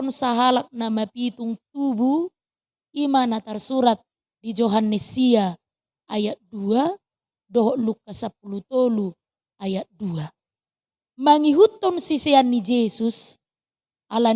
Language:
Batak Toba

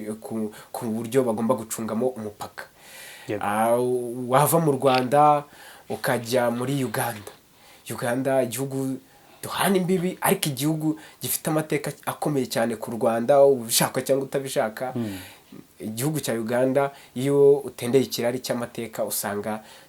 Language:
Kinyarwanda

